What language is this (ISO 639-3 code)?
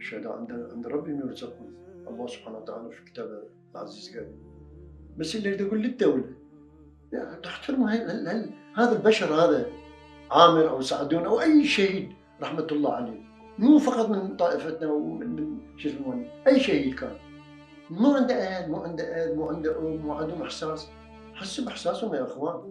acm